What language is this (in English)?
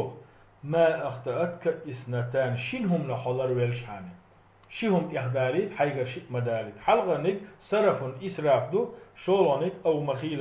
Chechen